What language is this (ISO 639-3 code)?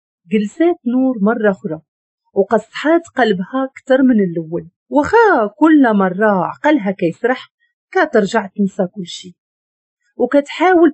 ary